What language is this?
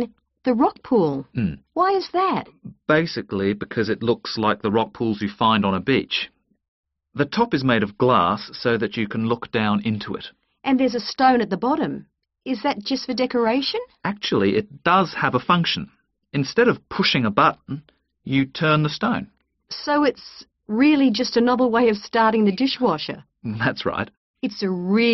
English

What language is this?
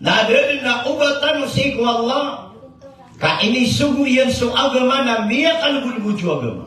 Maranao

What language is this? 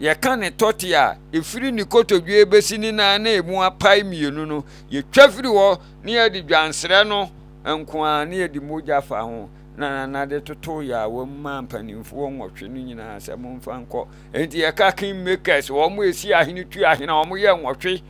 Akan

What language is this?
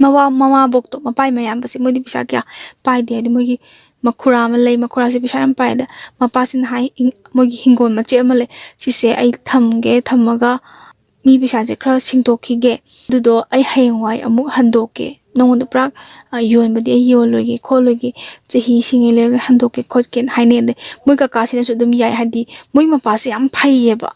Manipuri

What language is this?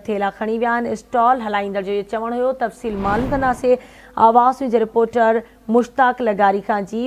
Sindhi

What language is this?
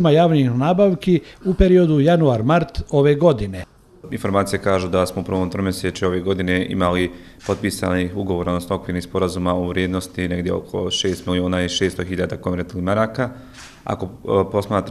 Bosnian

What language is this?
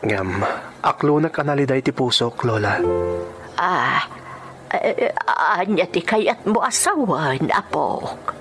Iloko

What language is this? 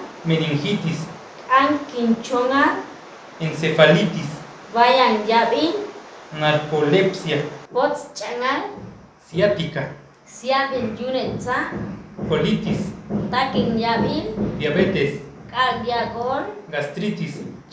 Chuj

